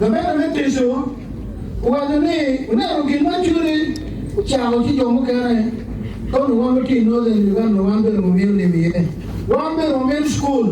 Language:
Acoli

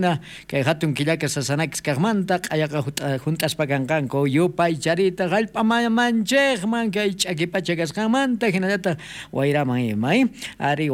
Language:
South Bolivian Quechua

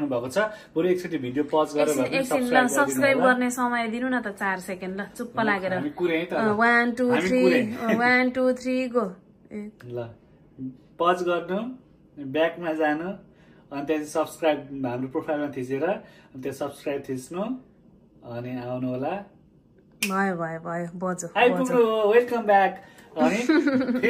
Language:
Nepali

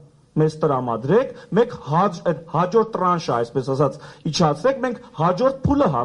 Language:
Armenian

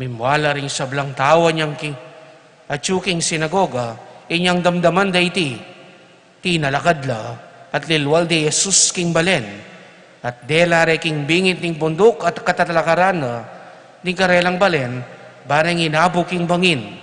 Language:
Pampanga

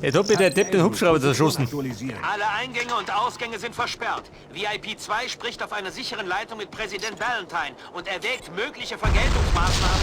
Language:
Bavarian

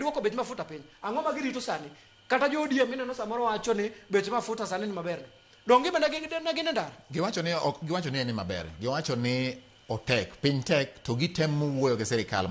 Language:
Luo (Kenya and Tanzania)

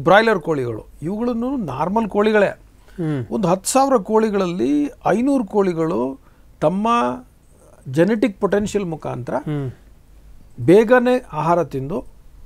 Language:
Kannada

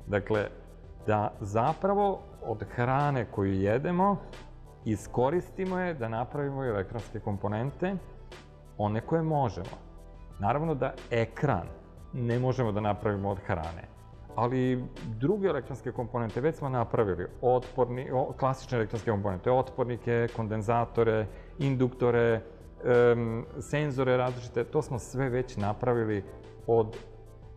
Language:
Serbian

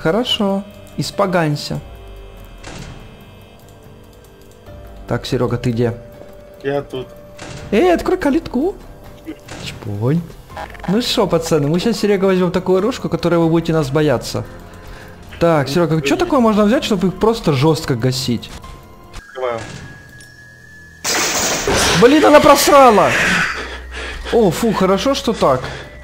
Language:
Russian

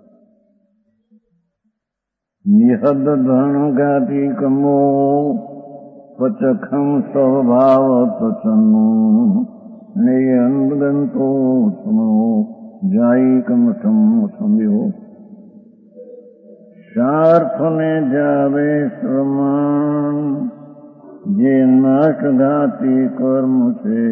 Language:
Gujarati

